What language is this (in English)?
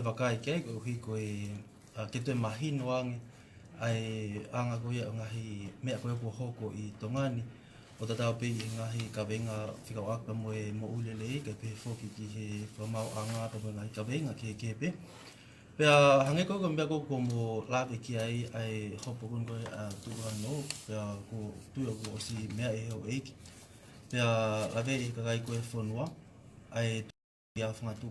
Tongan